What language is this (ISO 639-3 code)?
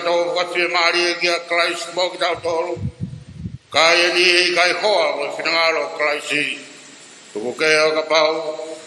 ton